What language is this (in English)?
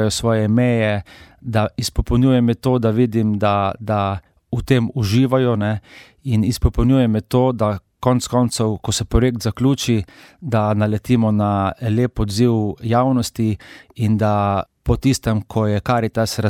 Slovenian